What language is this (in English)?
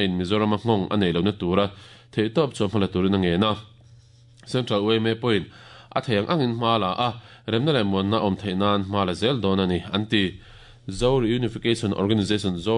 Mizo